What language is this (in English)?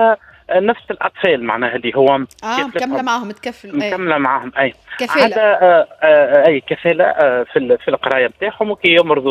Tunisian Arabic